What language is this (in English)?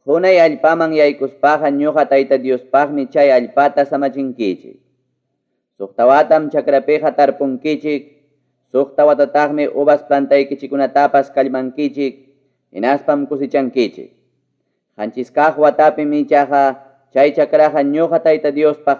Ayacucho Quechua